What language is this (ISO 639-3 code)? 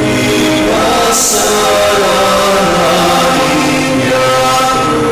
pam